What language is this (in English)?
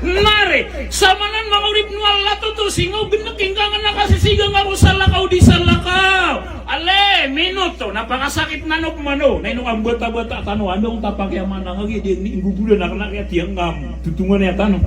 Maranao